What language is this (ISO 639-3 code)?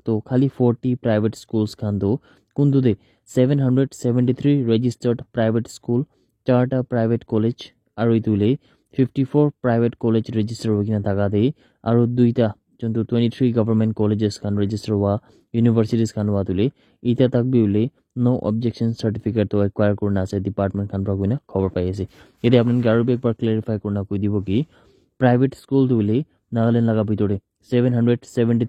nag